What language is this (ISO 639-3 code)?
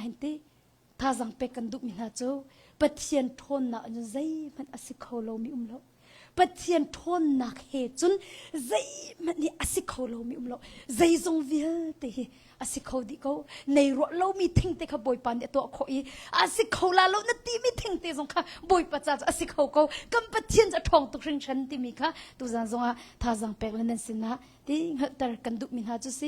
cnh